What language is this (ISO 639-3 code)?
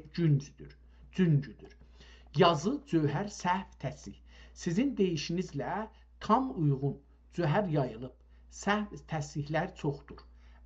azb